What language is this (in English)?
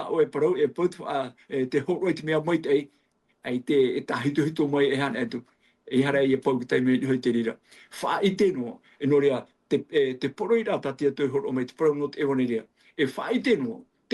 Tahitian